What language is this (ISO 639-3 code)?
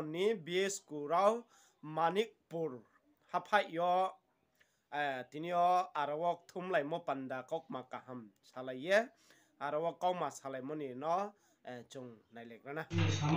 ria